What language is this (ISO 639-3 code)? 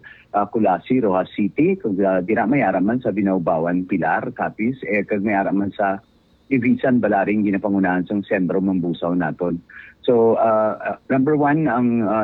hil